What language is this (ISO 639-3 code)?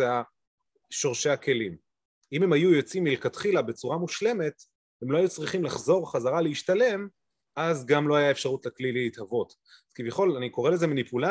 heb